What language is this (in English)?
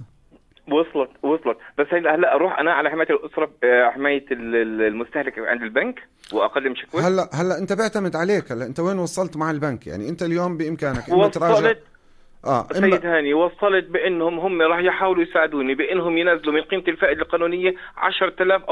North Levantine Arabic